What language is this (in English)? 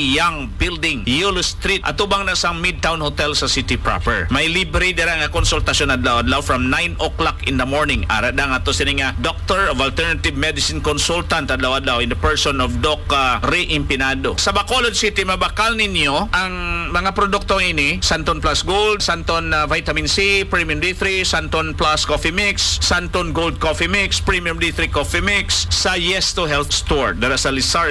Hiligaynon